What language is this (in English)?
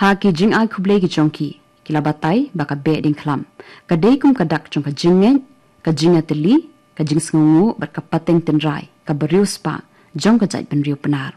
Khasi